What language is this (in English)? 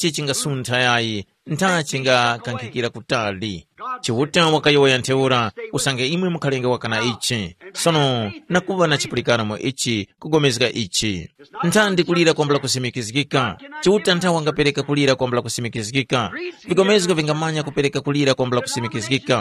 Tumbuka